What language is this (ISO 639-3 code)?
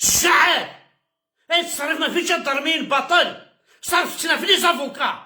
kab